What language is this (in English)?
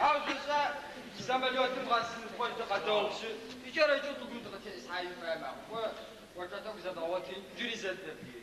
Adyghe